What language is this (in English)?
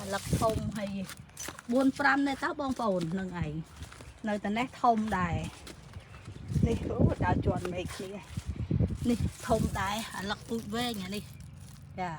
Khmer